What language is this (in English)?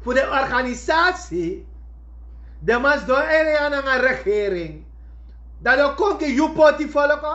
Sranan Tongo